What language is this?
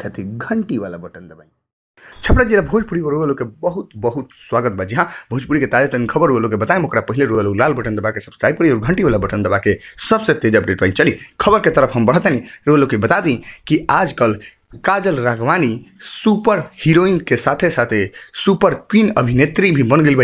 Bhojpuri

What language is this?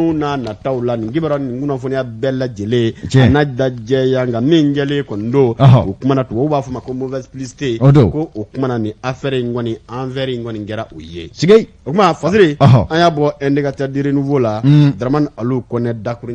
Bambara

